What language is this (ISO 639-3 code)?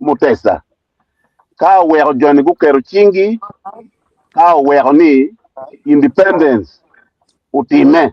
ach